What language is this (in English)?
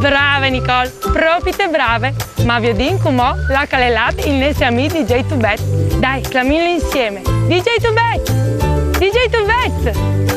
Friulian